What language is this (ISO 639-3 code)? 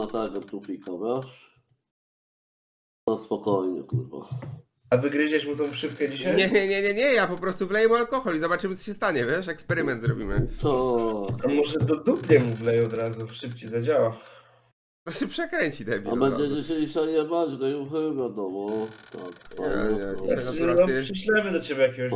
pol